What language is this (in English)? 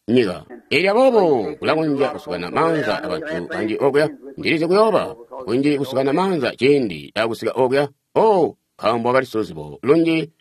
Tonga (Zambia)